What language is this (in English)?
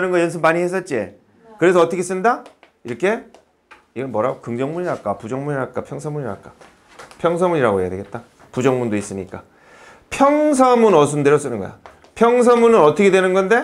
Korean